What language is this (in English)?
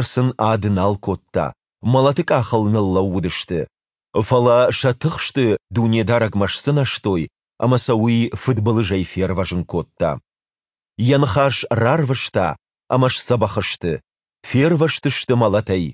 Ossetic